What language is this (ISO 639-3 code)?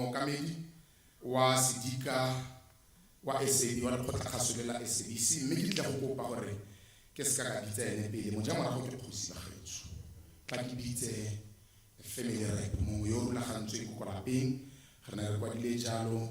tsn